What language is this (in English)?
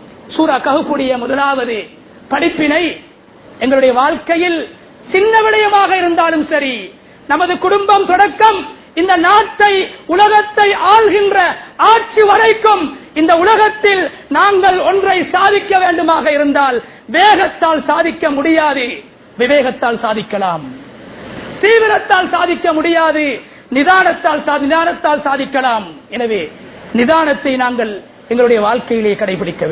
Tamil